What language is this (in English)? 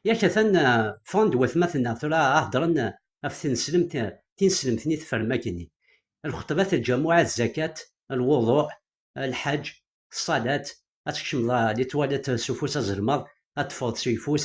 Kabyle